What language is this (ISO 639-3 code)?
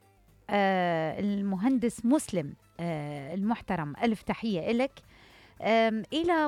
acm